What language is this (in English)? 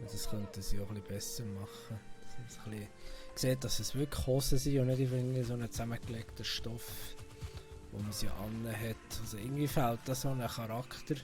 Swiss German